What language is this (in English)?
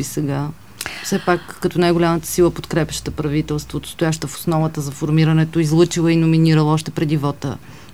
Bulgarian